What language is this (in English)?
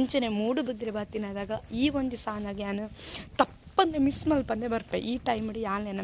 Tulu